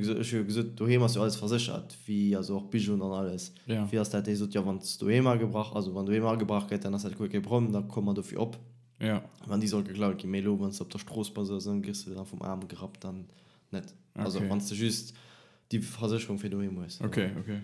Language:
Luxembourgish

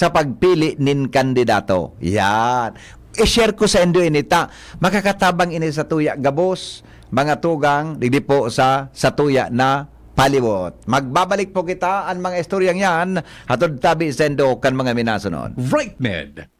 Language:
Bikol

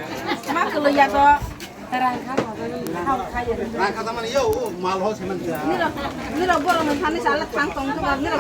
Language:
Kok Borok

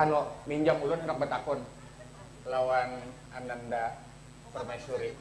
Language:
Banjar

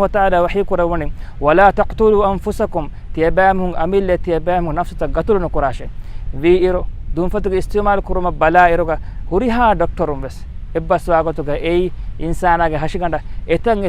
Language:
Divehi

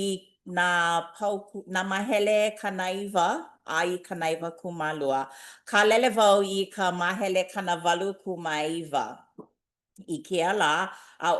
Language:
Hawaiian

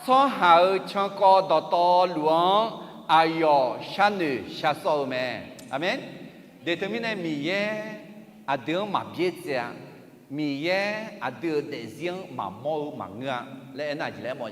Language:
Akha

